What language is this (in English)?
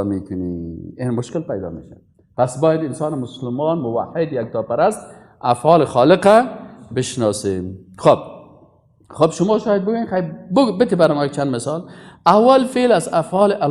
Persian